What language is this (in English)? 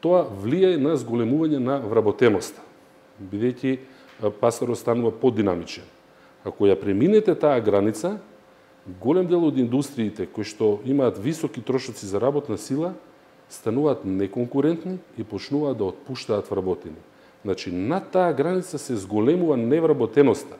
Macedonian